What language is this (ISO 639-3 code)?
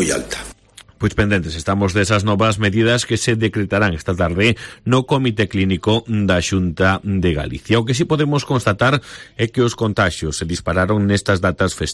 glg